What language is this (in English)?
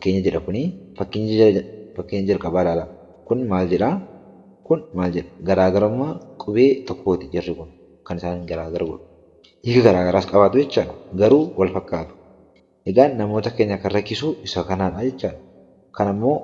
Oromo